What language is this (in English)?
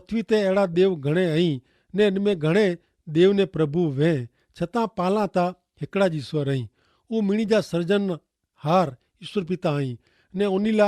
Kachhi